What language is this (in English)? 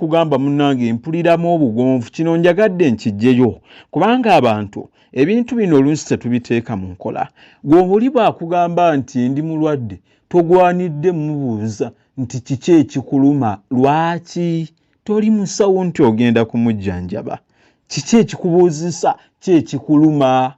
Ganda